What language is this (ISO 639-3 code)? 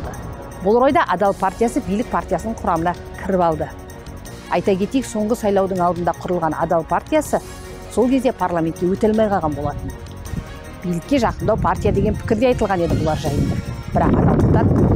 kaz